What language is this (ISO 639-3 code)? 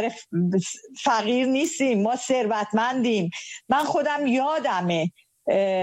fas